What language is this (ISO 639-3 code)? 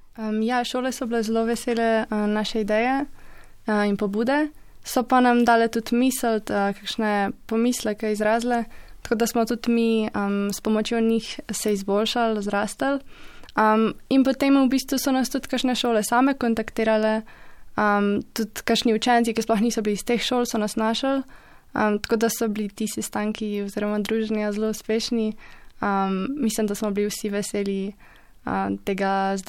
slv